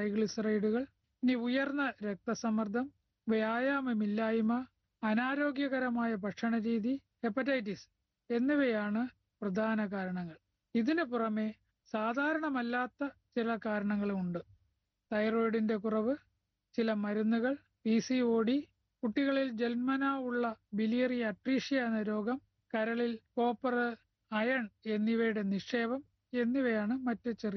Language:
Malayalam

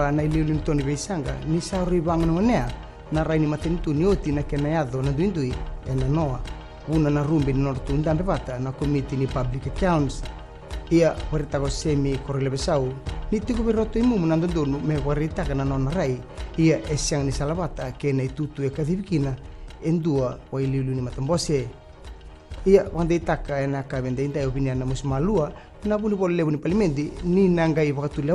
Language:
Fijian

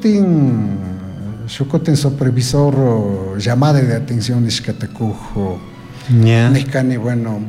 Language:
Chimborazo Highland Quichua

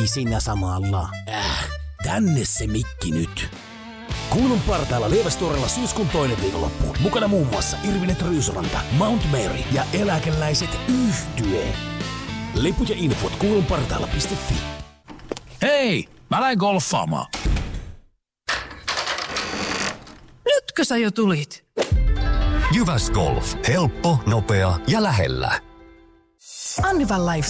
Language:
Finnish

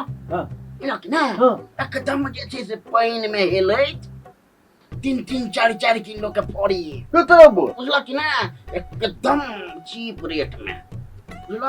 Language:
Maithili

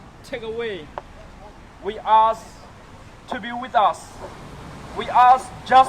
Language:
Hakha Chin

